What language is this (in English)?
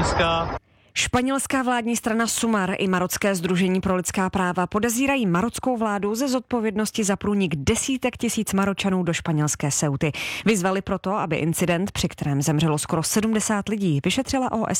Czech